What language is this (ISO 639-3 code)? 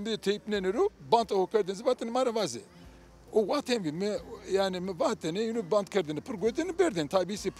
zza